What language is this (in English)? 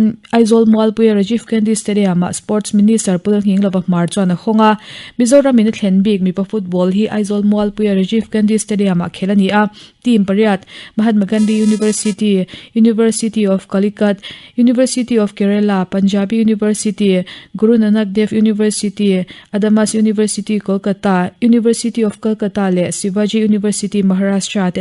Mizo